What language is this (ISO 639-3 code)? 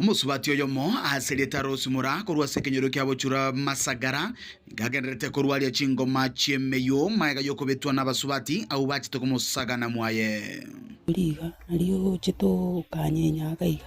guz